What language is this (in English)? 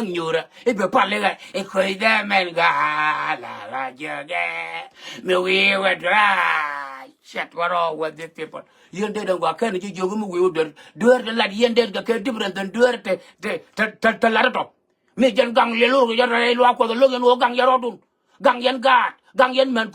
Nuer